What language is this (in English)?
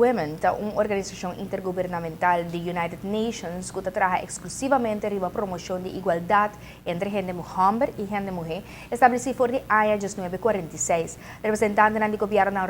Papiamento